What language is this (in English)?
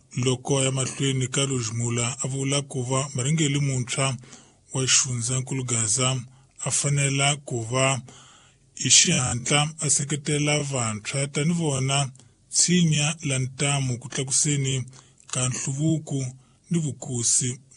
Tsonga